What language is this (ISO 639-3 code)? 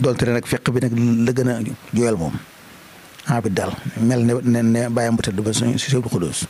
wol